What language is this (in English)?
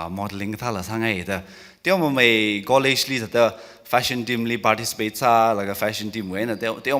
Tangkhul Naga (India)